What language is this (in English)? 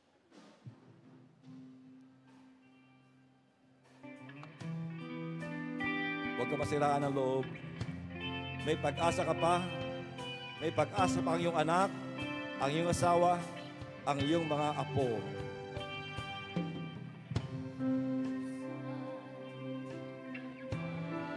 Filipino